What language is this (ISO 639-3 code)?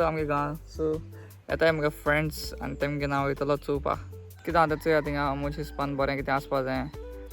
kok